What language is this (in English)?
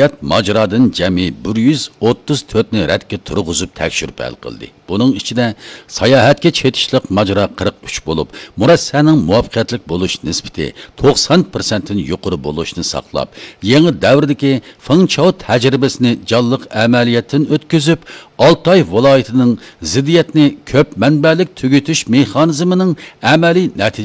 Uyghur